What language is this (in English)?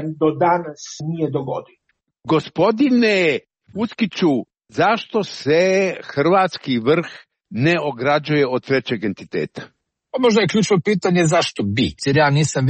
Croatian